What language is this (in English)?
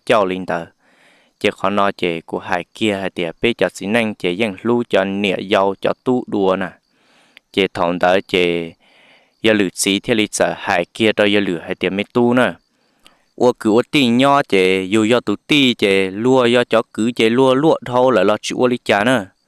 Hmong